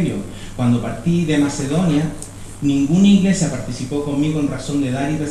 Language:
Spanish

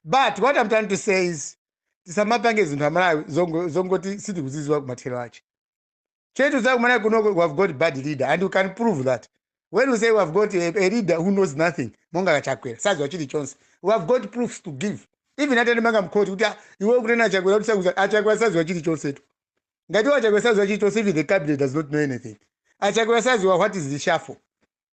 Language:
Nyanja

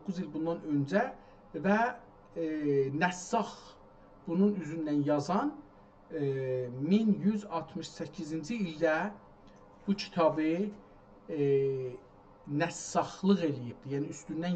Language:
South Azerbaijani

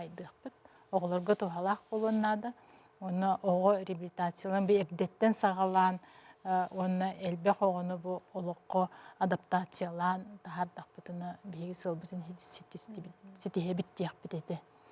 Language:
Yakut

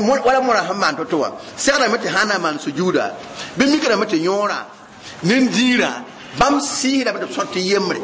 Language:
Mossi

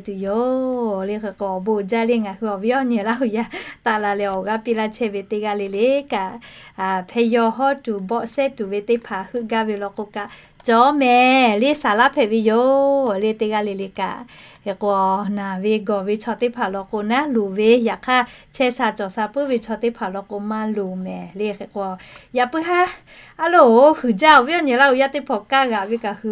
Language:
Lahu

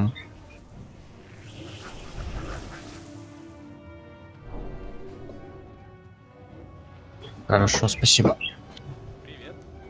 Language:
Russian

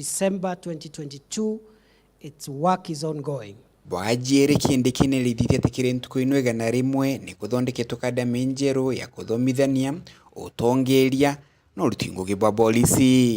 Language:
Meru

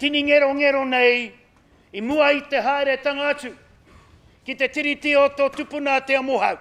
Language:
Māori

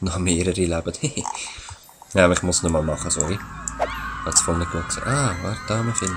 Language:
Swiss German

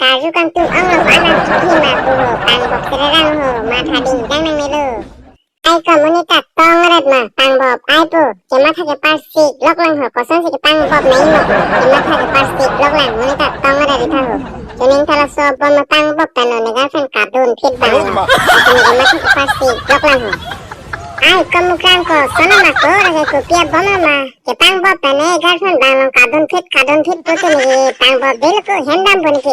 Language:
Karbi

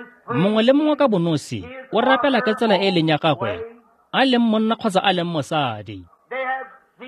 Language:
Tswana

